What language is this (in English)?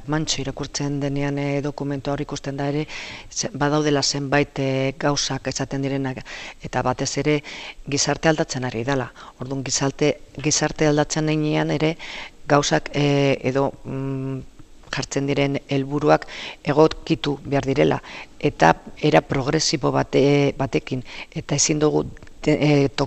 Basque